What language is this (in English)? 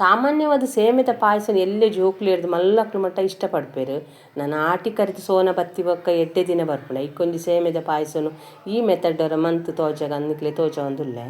Tulu